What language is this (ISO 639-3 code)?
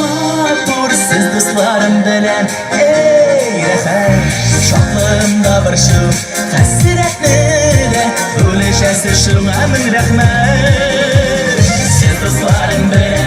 tat